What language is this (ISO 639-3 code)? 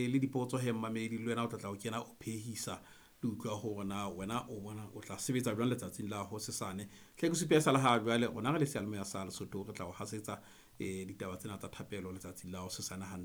sot